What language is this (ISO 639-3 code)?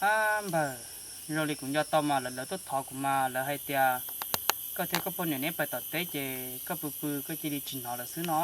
hmn